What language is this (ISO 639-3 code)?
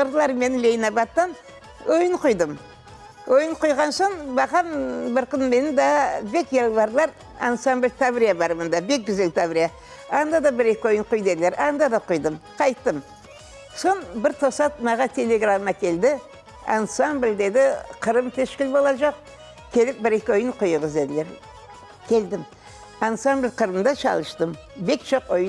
crh